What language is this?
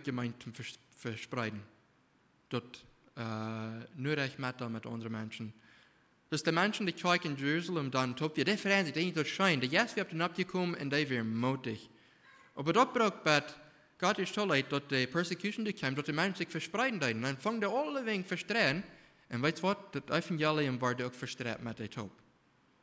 Plautdietsch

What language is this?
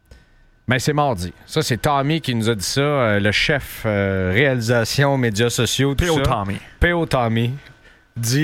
French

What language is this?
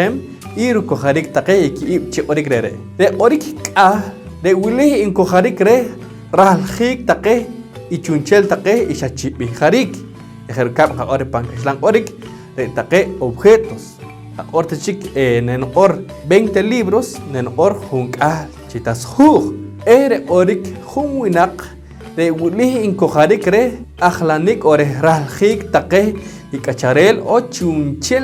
Poqomchi'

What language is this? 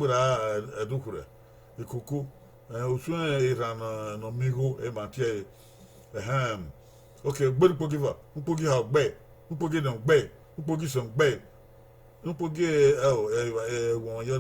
Bini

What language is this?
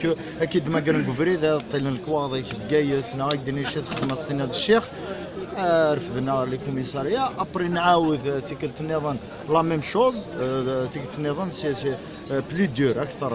Kabyle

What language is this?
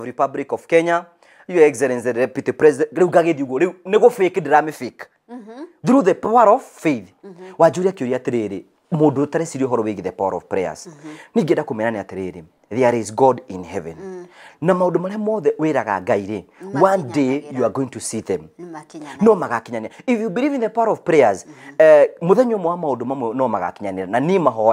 Kikuyu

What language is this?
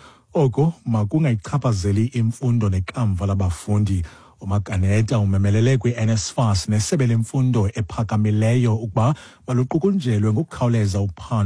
Xhosa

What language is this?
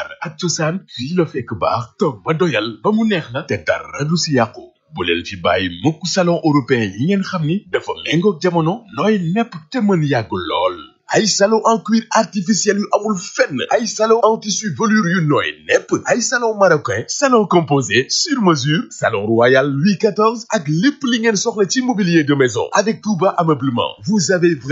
Wolof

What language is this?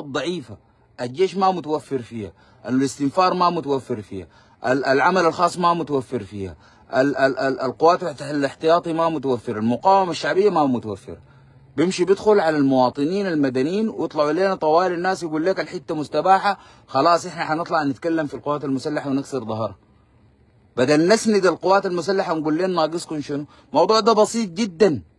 Sudanese Arabic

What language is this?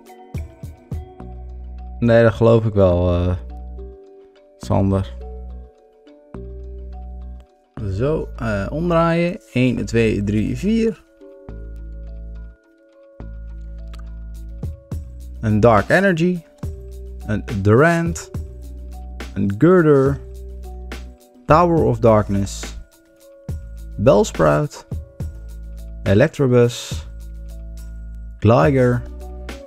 Dutch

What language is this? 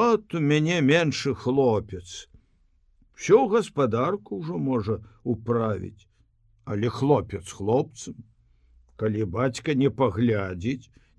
Belarusian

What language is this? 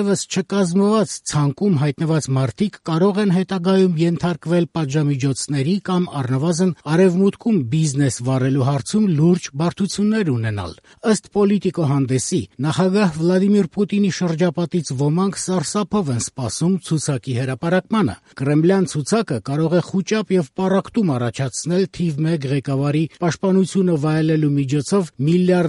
Armenian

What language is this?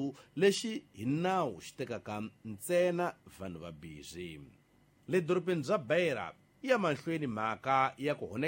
Tsonga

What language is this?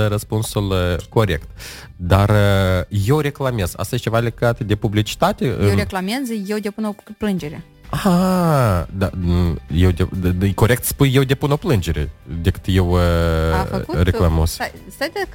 Romanian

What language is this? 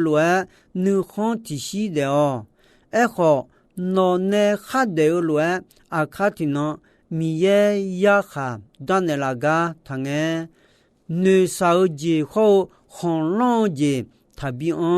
Akha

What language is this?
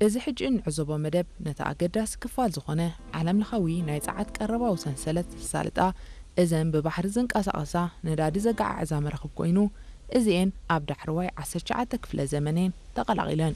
Tigrinya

